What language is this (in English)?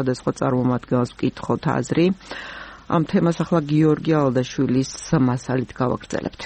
Georgian